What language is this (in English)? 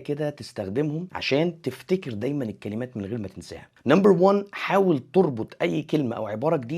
Egyptian Arabic